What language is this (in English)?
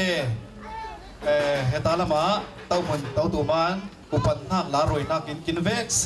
Falam Chin